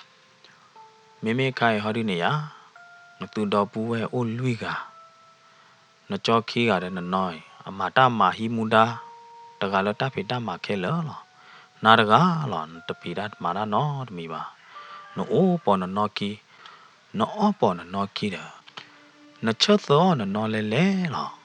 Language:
S'gaw Karen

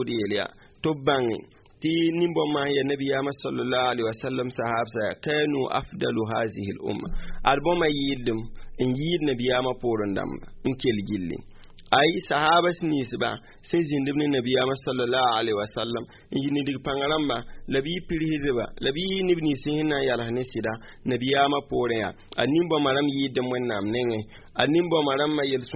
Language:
Mossi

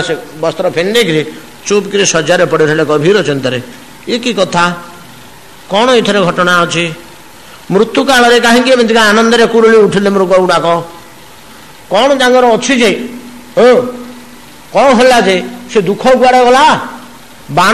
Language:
Odia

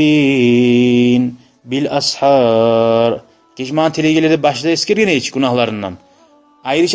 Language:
Kumyk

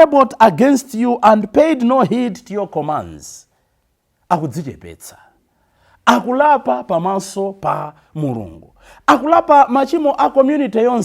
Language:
Nyanja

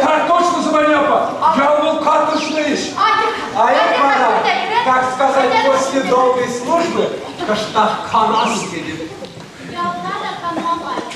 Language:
Chuvash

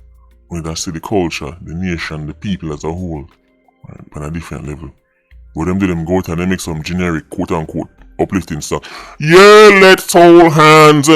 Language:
Jamaican Creole English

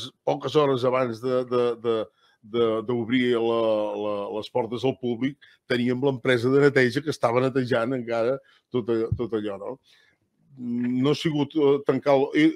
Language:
Catalan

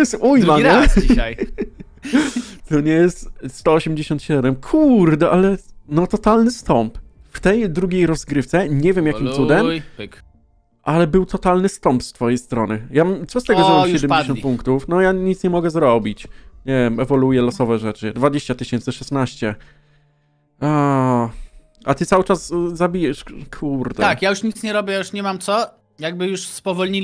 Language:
Polish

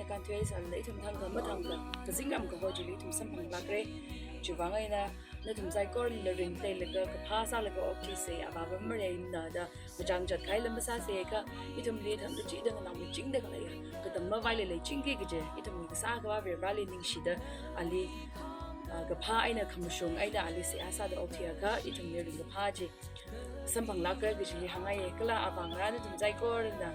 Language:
Tangkhul Naga (India)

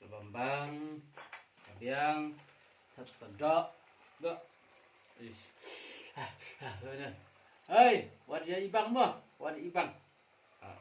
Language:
Khasi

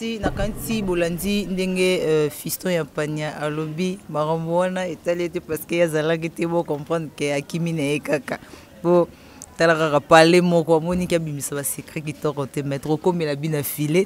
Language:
Lingala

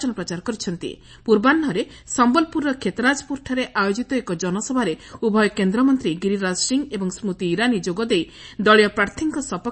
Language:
Odia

